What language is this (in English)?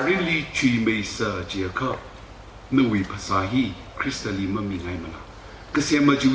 Tangkhul Naga (India)